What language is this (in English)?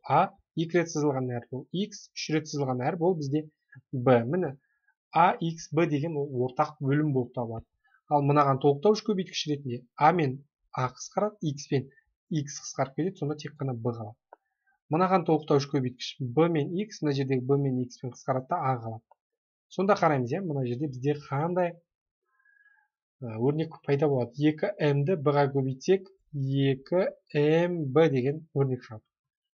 Kazakh